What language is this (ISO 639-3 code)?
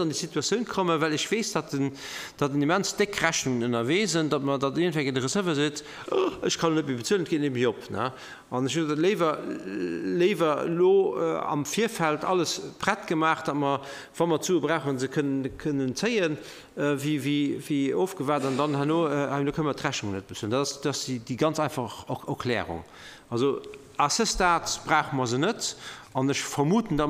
ltz